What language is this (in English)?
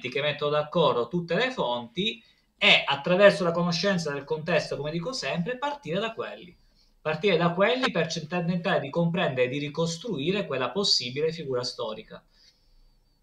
Italian